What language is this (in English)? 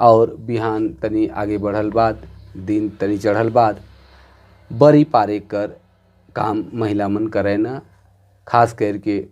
Sadri